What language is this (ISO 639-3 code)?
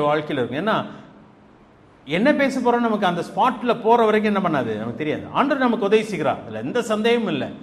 tam